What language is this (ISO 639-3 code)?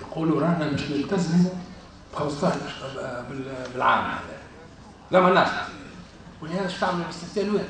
aeb